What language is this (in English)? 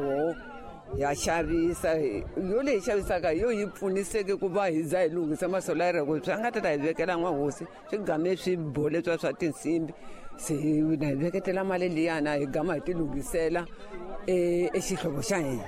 Tsonga